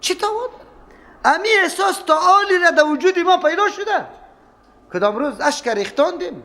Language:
Persian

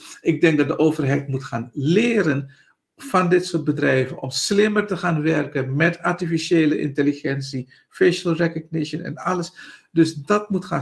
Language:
Dutch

